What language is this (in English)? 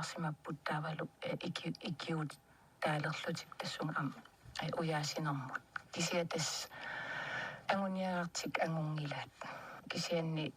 Kalaallisut